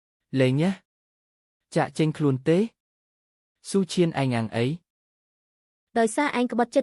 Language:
Khmer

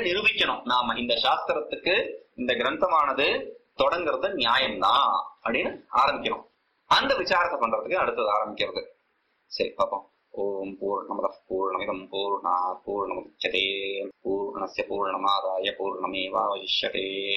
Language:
Tamil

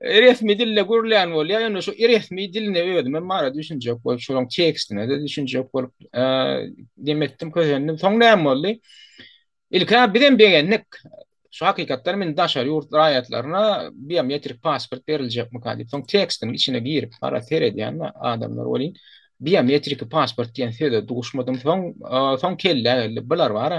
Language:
Turkmen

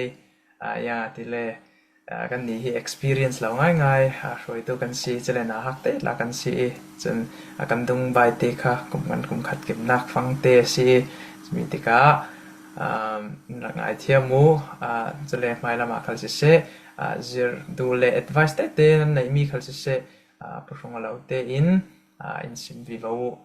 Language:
Falam Chin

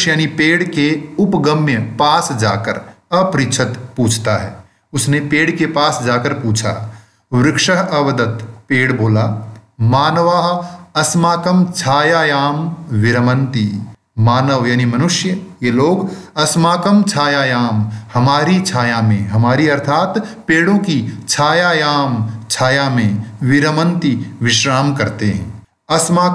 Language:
Hindi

